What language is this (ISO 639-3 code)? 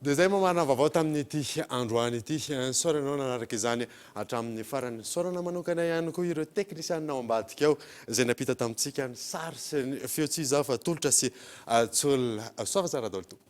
mlg